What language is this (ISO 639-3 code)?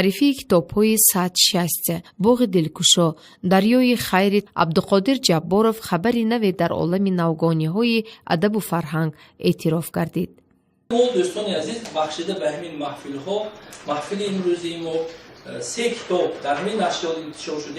tgk